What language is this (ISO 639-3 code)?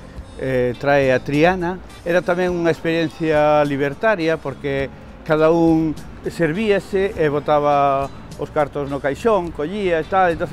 glg